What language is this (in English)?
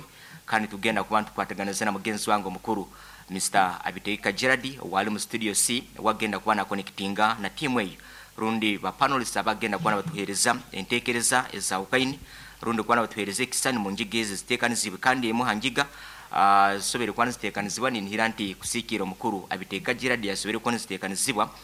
Nyankole